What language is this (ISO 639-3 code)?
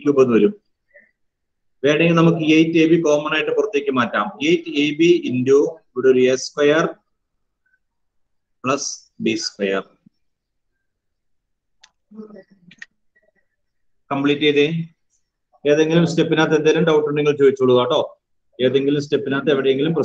mal